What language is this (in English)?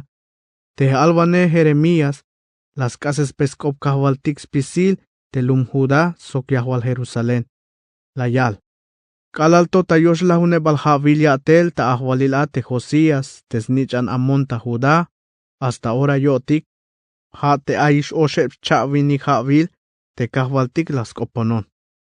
Tzeltal